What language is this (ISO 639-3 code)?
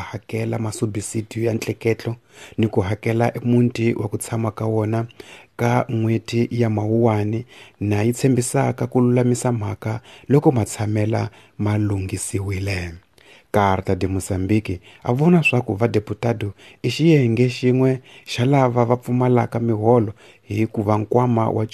tso